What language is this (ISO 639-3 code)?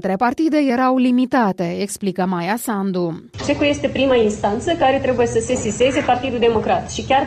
ron